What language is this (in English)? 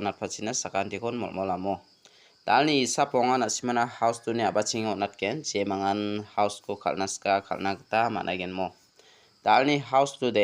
Garo